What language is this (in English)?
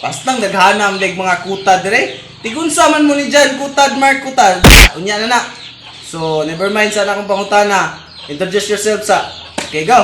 Cebuano